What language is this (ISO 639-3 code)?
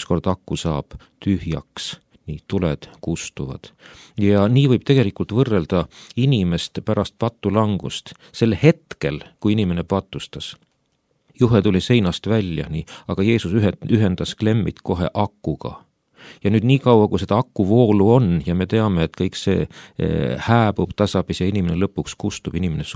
est